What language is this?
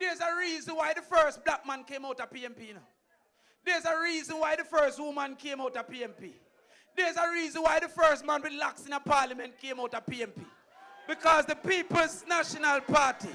Jamaican Creole English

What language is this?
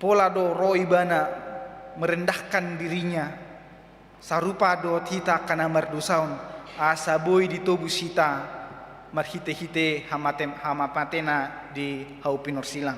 Batak Toba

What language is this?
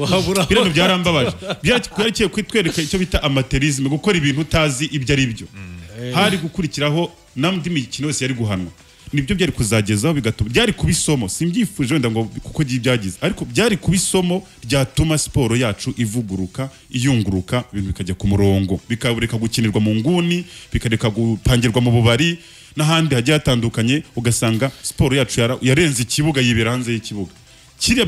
Kinyarwanda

